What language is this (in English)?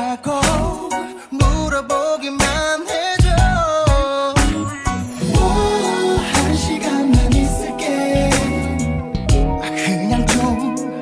Korean